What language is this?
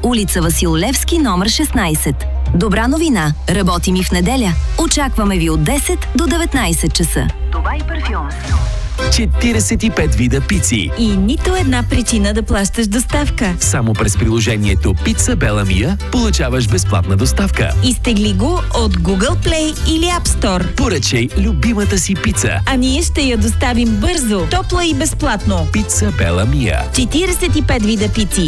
Bulgarian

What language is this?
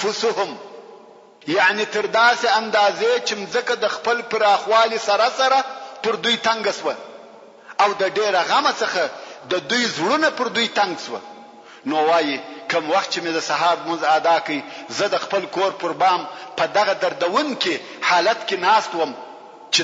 Pashto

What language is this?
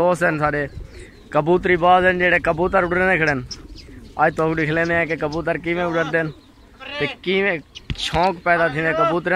Saraiki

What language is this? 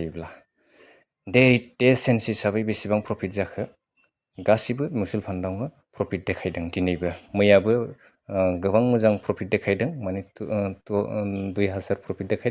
Bodo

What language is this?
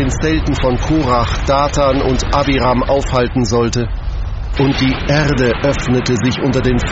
German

